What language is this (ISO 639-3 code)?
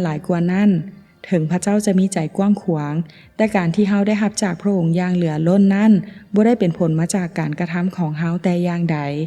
lao